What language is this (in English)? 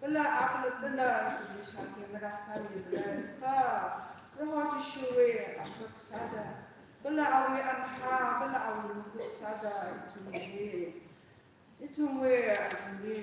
Tangkhul Naga (India)